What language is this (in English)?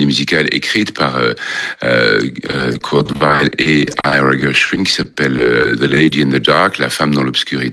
French